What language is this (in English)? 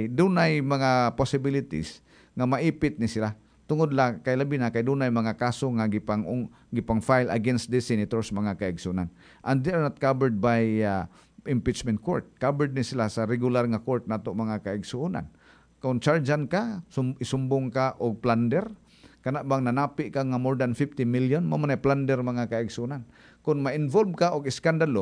Cebuano